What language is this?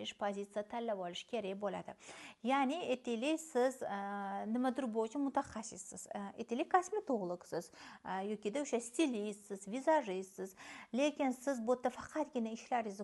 Uzbek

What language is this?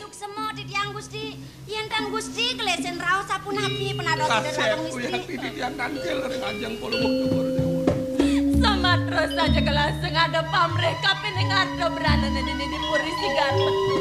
Balinese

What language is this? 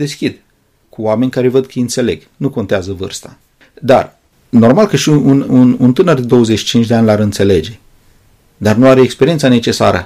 Romanian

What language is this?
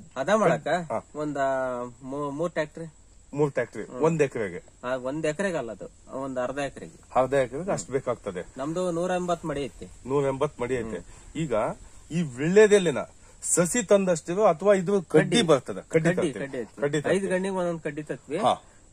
Kannada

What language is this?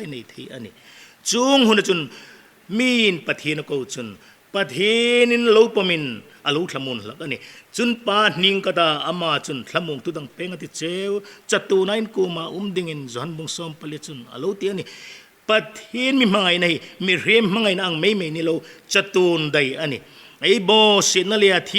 Hmar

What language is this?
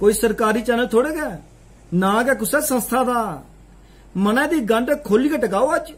Dogri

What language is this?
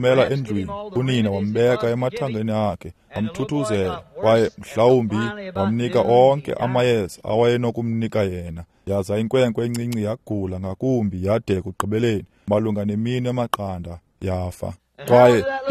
Xhosa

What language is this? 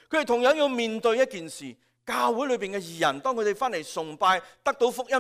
Cantonese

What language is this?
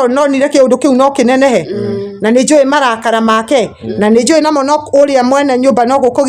Kikuyu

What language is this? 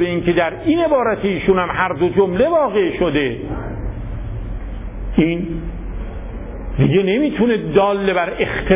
Persian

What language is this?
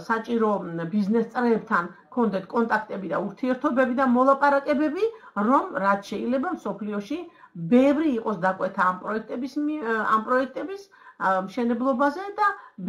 Georgian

